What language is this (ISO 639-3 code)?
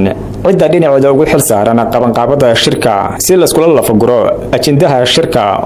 som